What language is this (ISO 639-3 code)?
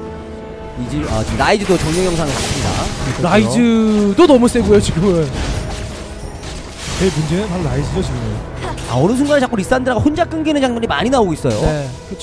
kor